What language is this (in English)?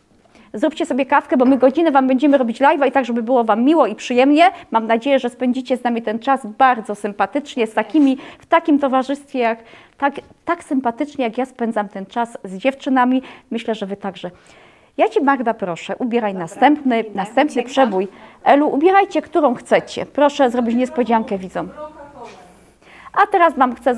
Polish